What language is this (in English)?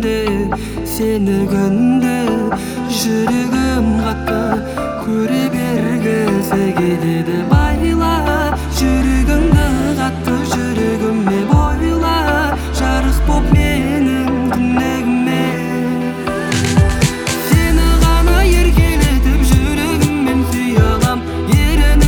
Kazakh